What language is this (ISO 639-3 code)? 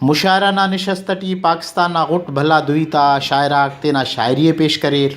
brh